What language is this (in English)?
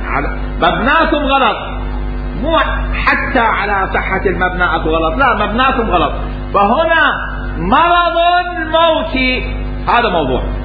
Mesopotamian Arabic